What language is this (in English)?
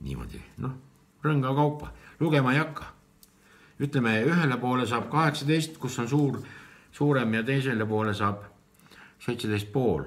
Estonian